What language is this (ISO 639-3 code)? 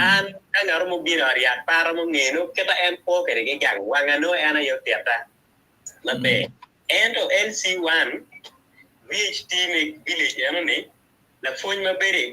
ach